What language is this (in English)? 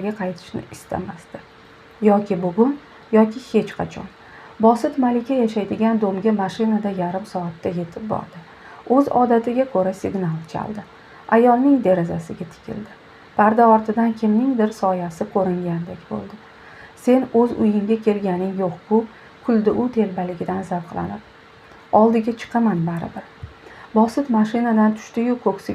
Uzbek